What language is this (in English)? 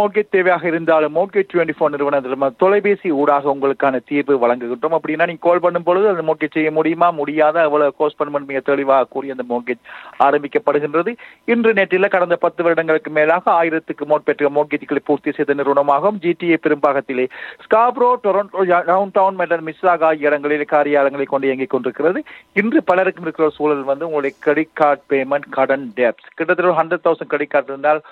Tamil